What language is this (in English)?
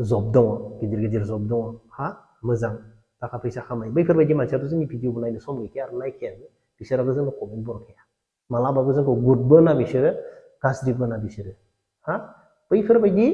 Bodo